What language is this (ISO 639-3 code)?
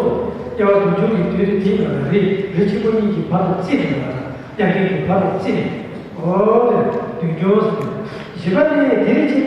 bod